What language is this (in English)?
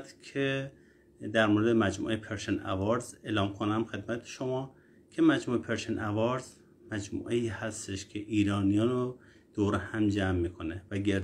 Persian